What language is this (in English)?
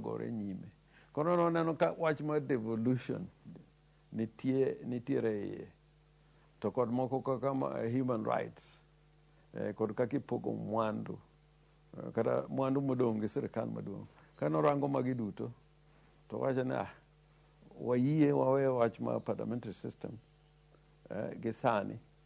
Luo (Kenya and Tanzania)